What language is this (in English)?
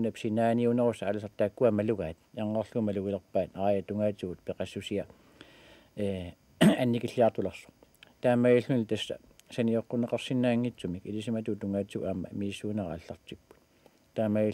Kalaallisut